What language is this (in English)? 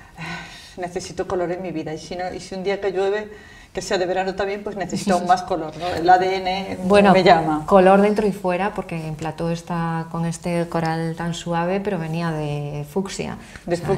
Spanish